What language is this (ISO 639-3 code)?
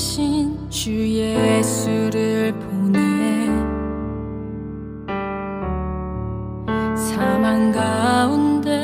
kor